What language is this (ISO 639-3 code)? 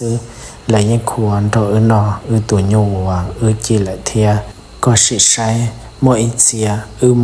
hmn